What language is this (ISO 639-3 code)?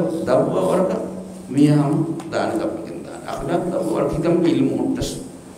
div